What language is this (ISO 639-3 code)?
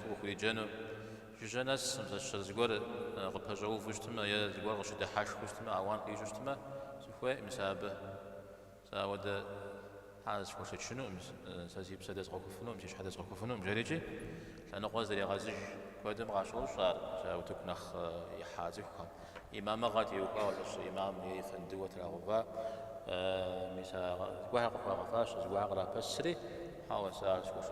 kbd